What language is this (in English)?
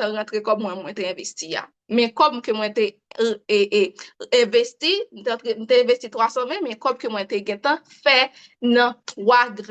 Haitian Creole